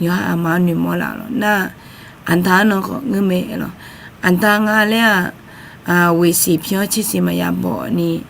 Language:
Akha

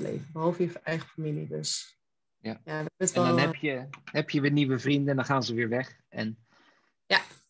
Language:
Dutch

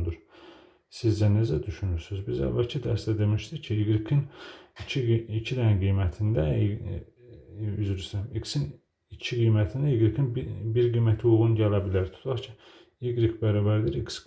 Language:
Azerbaijani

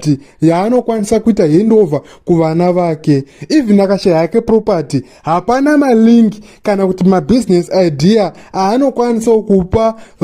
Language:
Shona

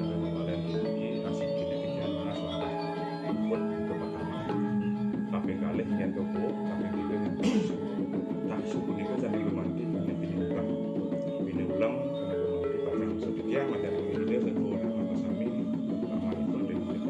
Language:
Balinese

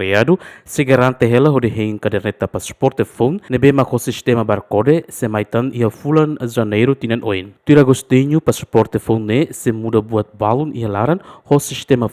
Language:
Tetum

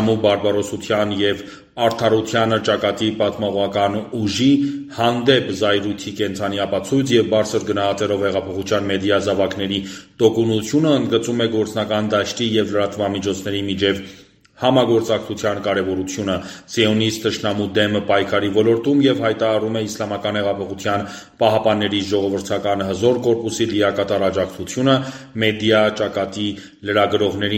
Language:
Armenian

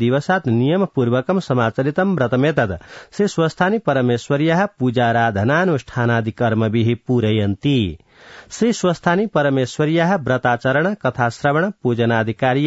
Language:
Sanskrit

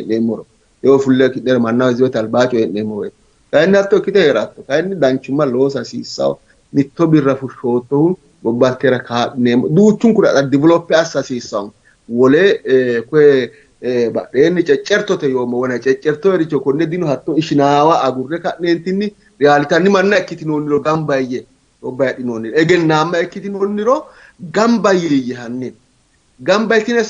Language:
Sidamo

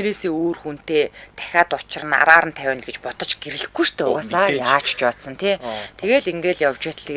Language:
Mongolian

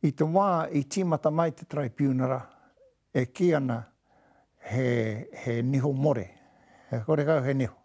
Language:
Māori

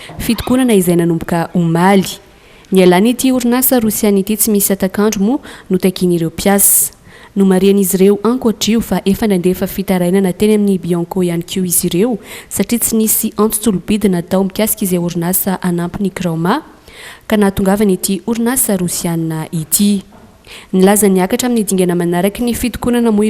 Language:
Malagasy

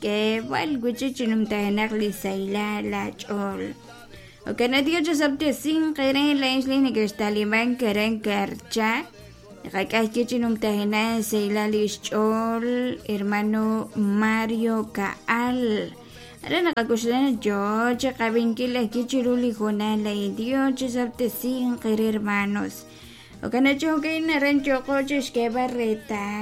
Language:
Kekchí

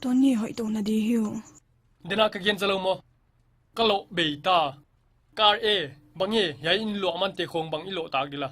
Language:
Paite Chin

